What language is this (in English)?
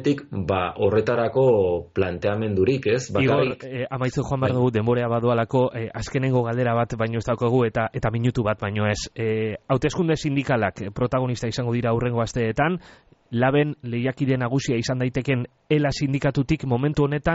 Basque